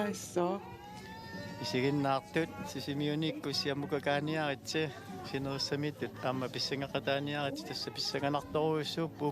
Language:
Kalaallisut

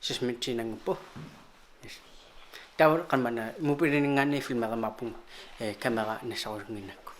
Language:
Kalaallisut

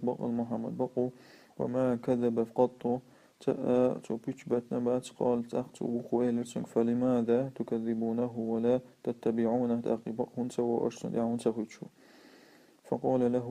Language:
Chechen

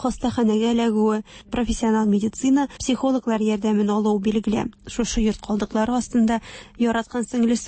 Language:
Tatar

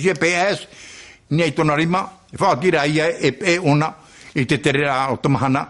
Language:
Tahitian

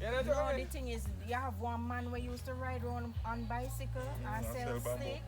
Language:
Jamaican Creole English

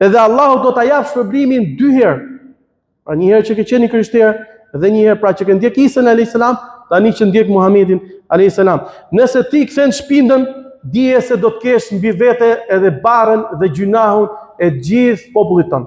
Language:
Albanian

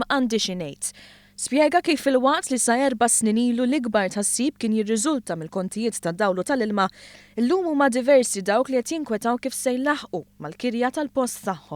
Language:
Maltese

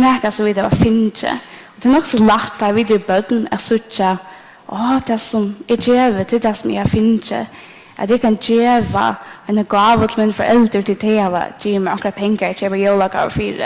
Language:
Faroese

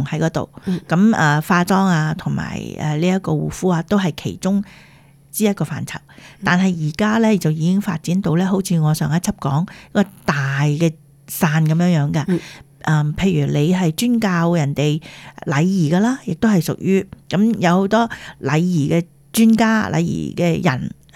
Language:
Cantonese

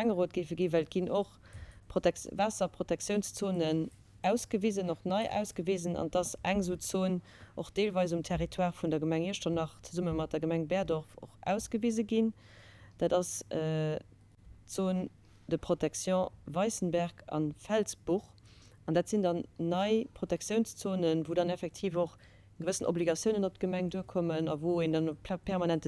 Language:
Luxembourgish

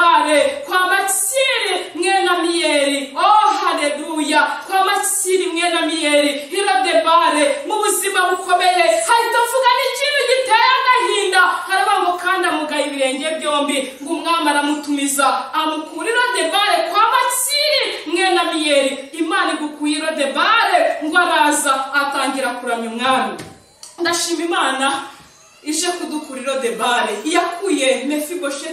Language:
Kinyarwanda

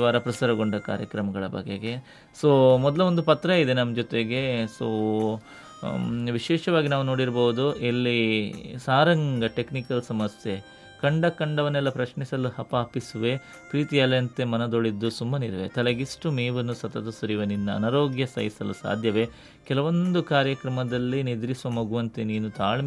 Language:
Kannada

